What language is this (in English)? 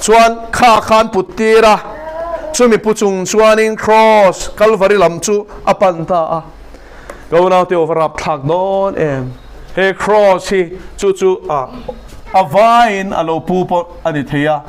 Mizo